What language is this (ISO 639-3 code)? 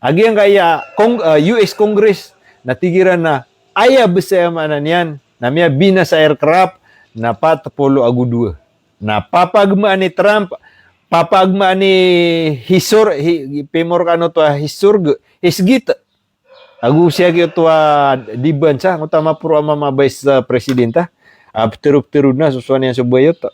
mrw